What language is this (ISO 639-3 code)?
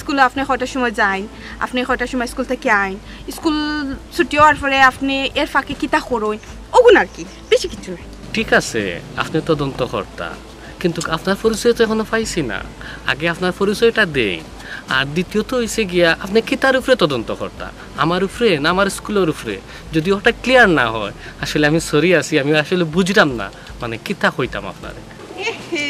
syl